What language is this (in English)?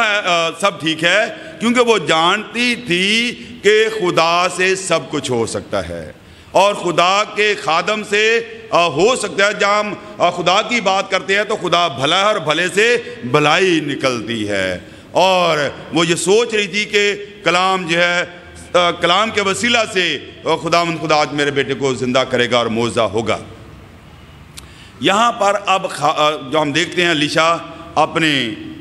Urdu